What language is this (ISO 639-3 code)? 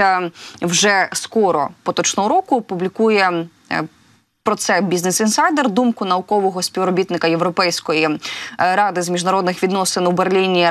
ukr